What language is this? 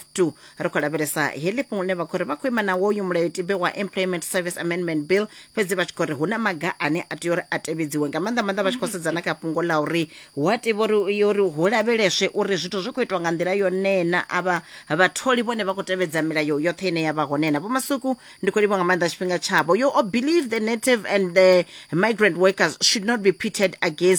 Venda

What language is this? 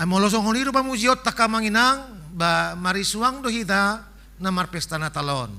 Batak Toba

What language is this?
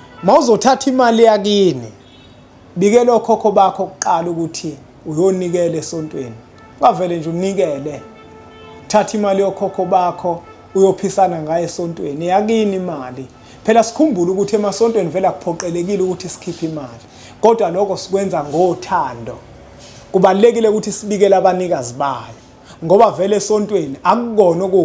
Zulu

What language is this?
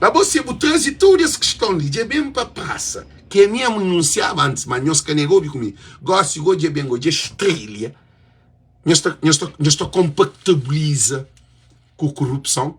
Kabuverdianu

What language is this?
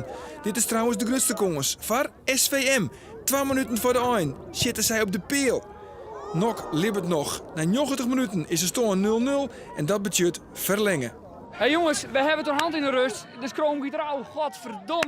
Western Frisian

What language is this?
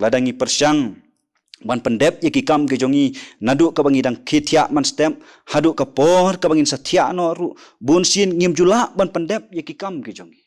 Khasi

